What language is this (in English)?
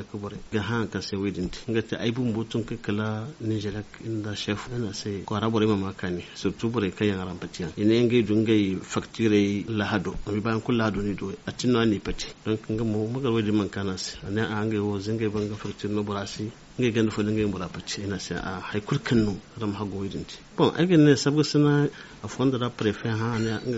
Zarma